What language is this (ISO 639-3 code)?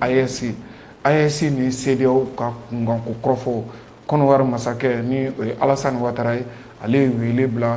bam